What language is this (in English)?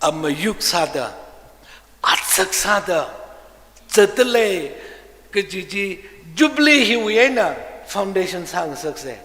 Tangkhul Naga (India)